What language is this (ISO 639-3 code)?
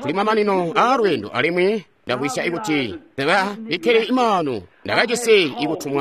toi